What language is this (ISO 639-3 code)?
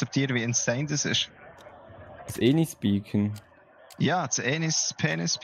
gsw